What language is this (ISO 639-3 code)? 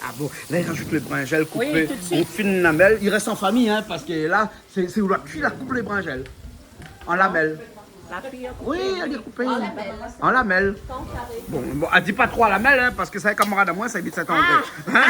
rcf